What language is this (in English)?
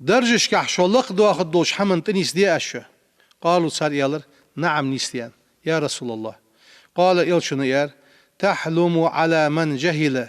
Ingush